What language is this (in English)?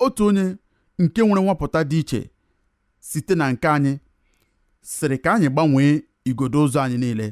Igbo